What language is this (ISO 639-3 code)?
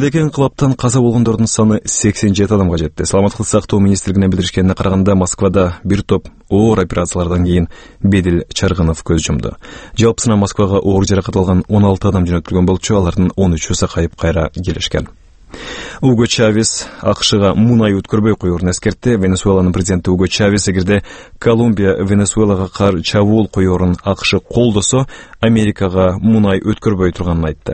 kir